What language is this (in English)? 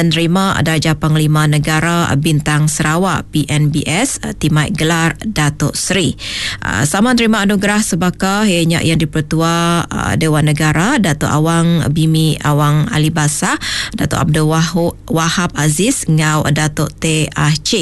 Iban